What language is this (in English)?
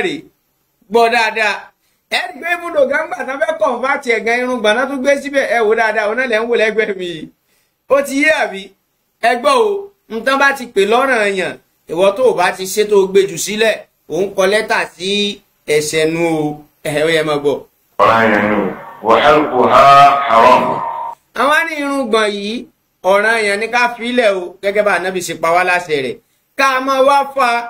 Yoruba